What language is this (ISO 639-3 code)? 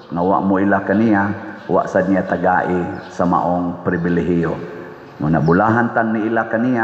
ceb